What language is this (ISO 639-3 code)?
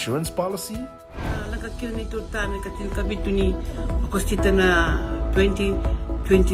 fij